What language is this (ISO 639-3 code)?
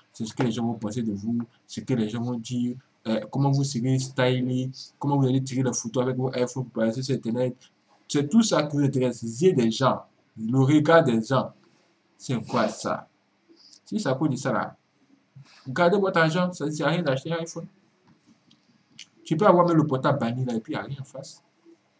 fra